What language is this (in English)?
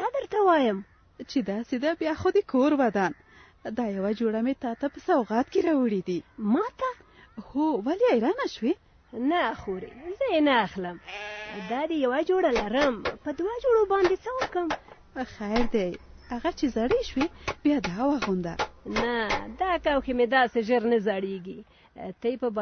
Pashto